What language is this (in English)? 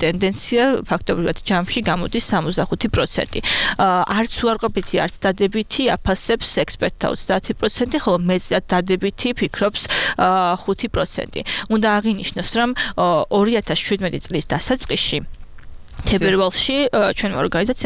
Georgian